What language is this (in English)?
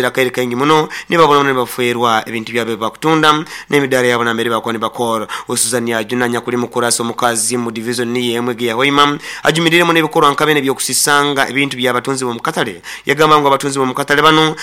Nyoro